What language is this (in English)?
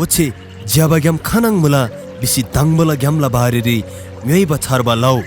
Eastern Tamang